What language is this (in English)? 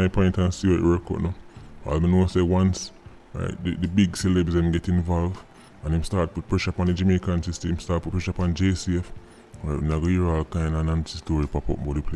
Jamaican Creole English